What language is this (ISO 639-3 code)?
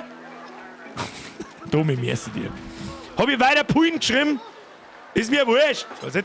bar